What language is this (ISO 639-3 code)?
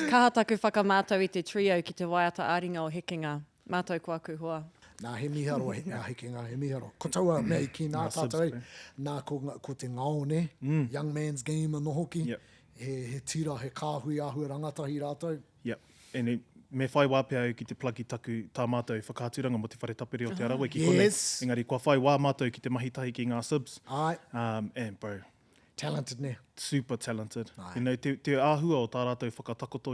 mri